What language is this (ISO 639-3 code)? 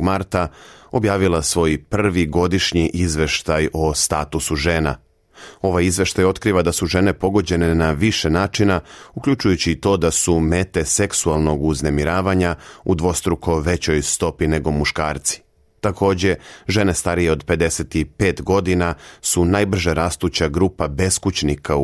srp